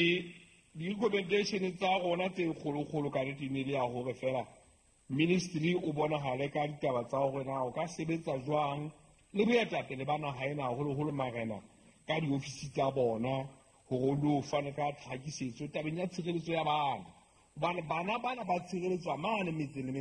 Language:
Southern Sotho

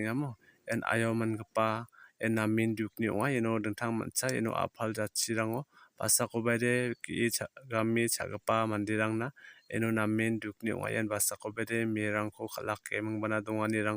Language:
Garo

